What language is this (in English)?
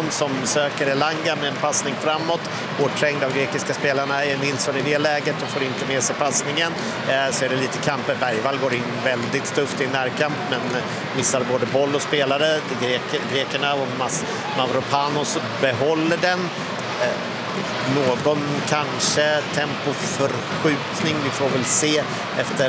Swedish